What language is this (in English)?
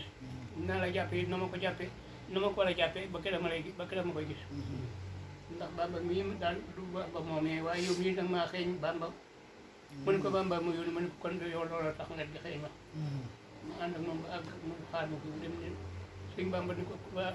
Wolof